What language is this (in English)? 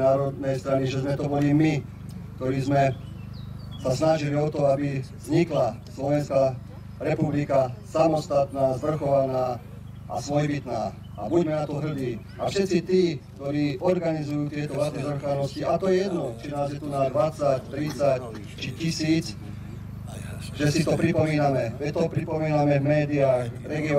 Slovak